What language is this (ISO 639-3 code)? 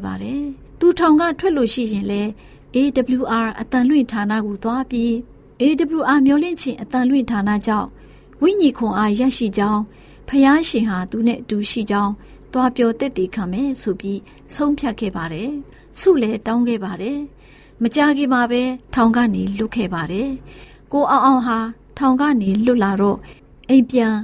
mya